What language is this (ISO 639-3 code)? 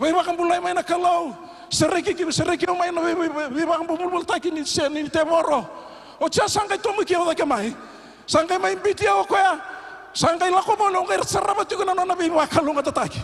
fij